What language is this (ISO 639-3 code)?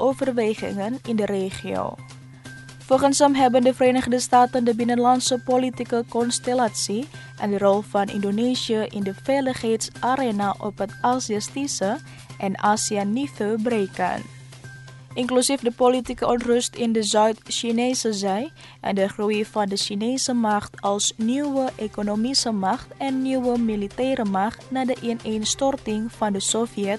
nld